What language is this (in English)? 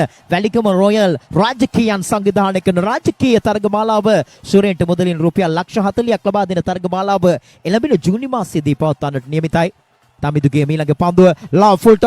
Sinhala